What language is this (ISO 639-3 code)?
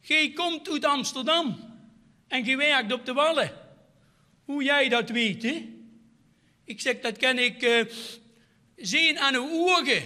lim